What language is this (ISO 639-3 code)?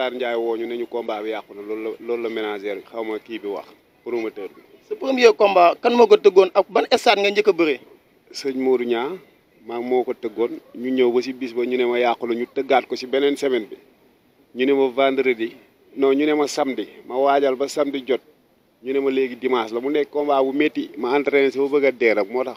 wol